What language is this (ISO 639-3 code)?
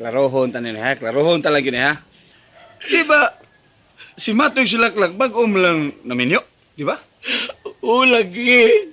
ceb